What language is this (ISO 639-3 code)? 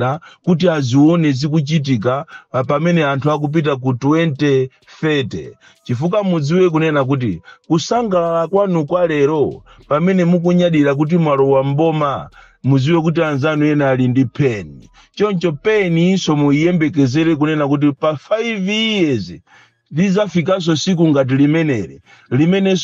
nya